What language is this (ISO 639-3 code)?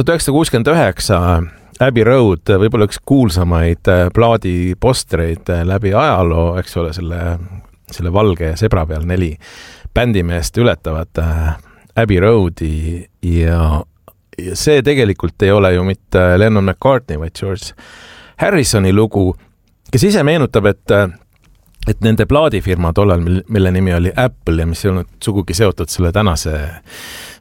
est